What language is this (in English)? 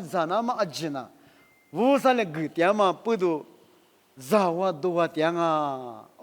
Lisu